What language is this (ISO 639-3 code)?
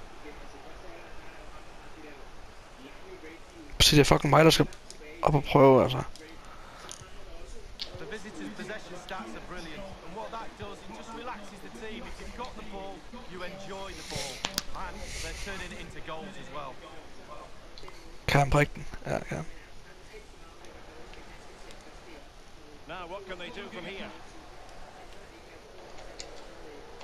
dan